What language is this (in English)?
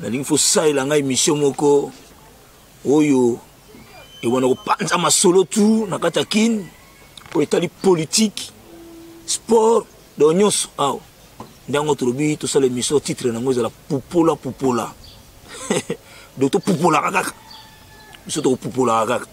Lingala